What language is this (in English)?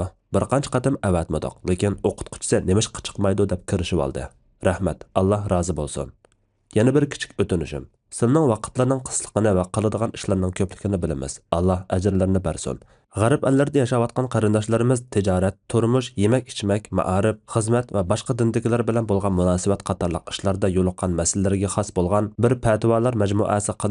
Uyghur